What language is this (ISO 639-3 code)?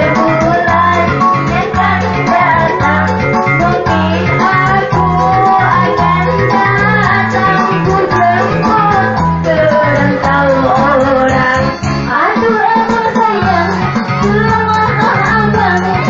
bjn